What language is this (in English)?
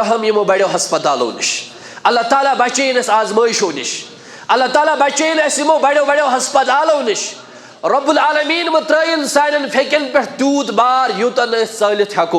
Kashmiri